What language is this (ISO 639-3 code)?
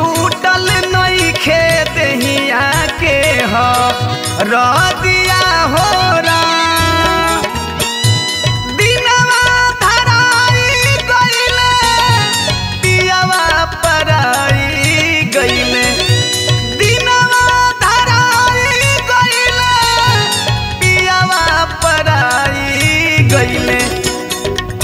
bho